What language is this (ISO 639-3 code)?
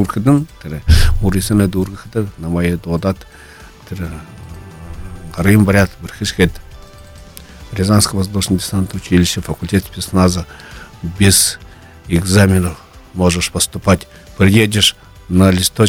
bua